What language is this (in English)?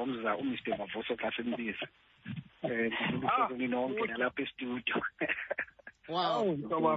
Xhosa